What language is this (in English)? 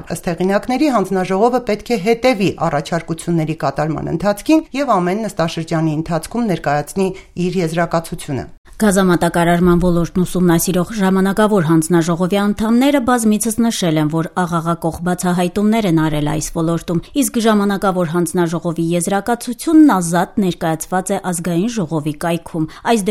Armenian